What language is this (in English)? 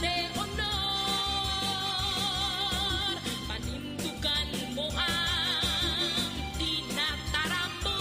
Bikol